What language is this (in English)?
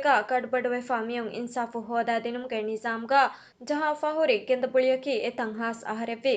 Divehi